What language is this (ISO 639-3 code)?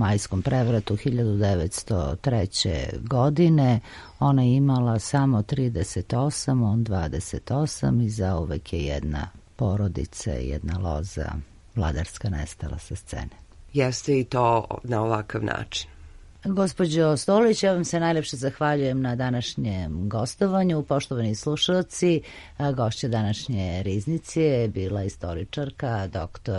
srp